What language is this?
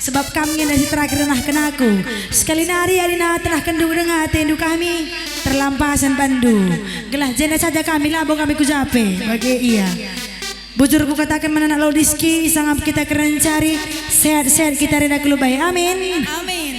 Batak Karo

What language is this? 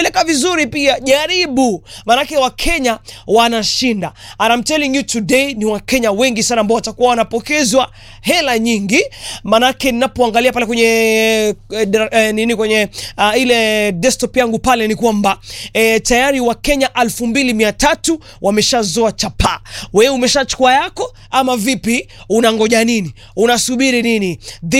Swahili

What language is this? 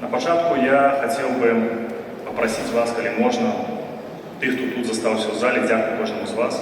Belarusian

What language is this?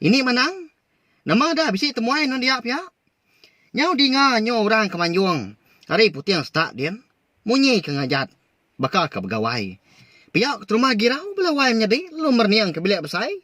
Iban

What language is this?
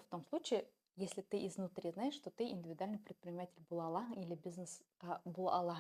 Bashkir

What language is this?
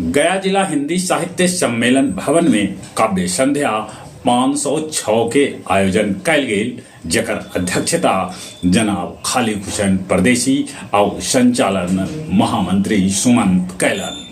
Magahi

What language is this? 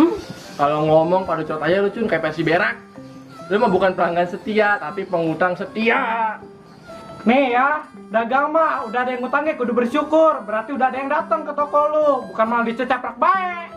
Betawi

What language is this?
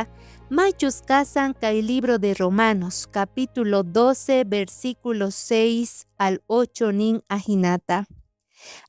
South Bolivian Quechua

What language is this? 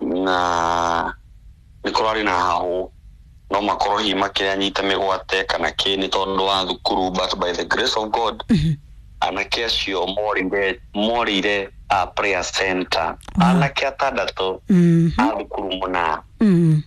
Kikuyu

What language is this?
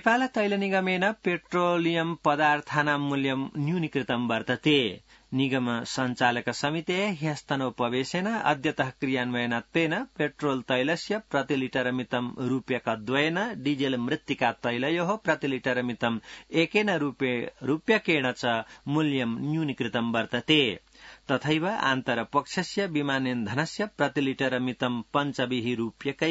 Sanskrit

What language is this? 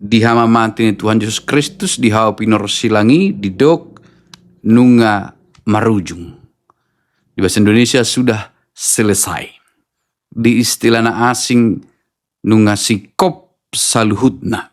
Batak Toba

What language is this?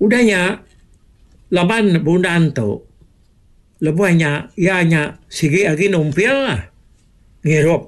Iban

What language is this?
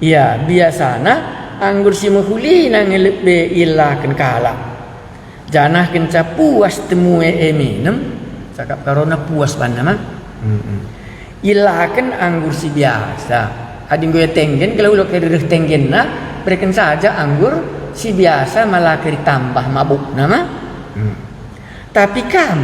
Batak Karo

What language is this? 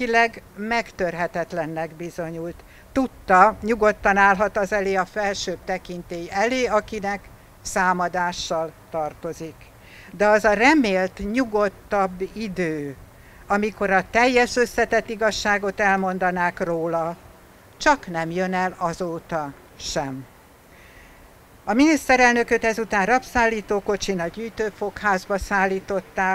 Hungarian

